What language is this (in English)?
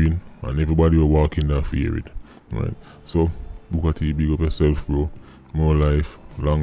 Jamaican Creole English